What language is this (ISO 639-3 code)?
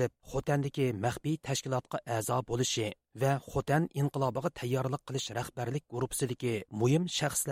uig